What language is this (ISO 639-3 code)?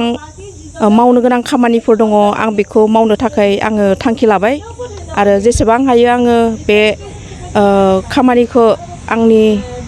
brx